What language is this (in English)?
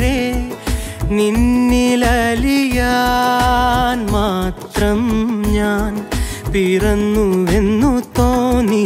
Malayalam